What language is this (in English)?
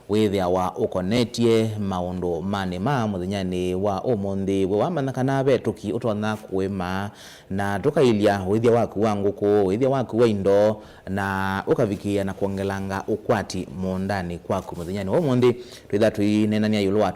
Kamba